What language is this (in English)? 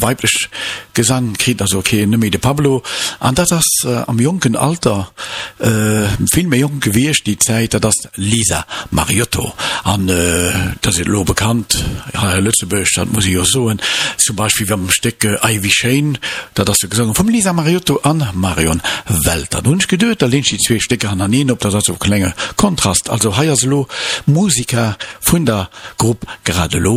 Luxembourgish